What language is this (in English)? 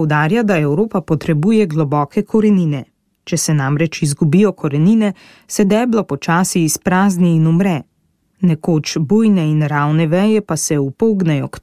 Slovenian